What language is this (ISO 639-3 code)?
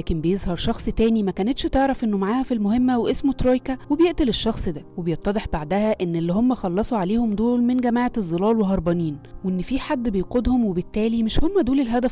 arz